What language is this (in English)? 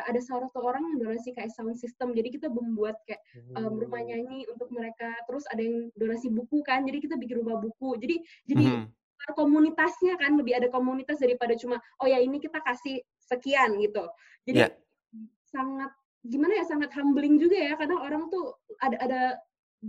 Indonesian